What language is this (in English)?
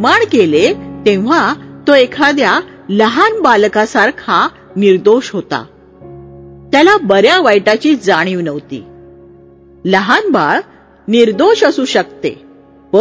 Marathi